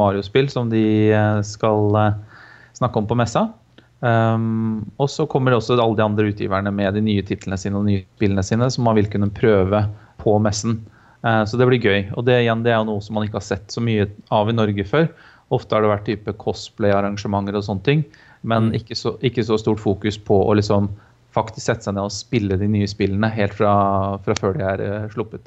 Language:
Norwegian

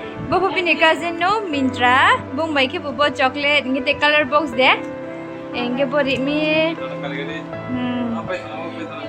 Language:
Riang (India)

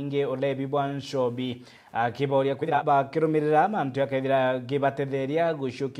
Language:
Meru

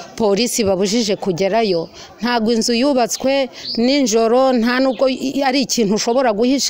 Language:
Kinyarwanda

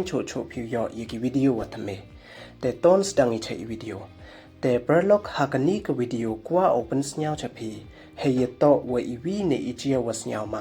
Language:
Pnar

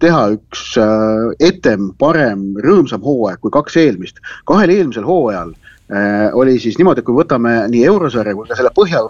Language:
Estonian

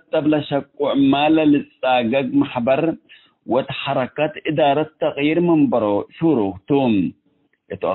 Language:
Tigre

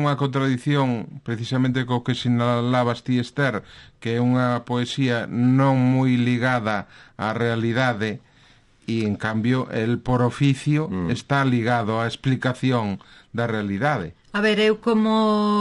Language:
Galician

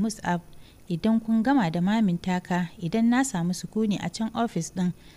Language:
Hausa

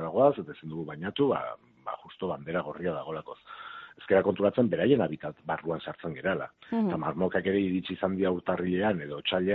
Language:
Basque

